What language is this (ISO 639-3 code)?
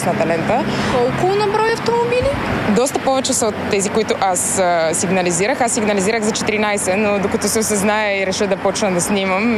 bul